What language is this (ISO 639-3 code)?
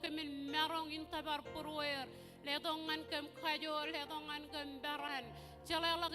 mah